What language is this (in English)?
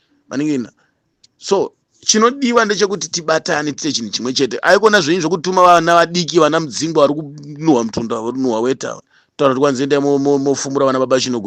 Shona